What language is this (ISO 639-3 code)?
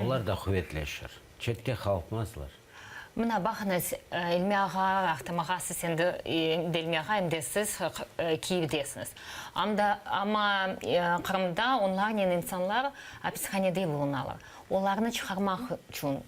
crh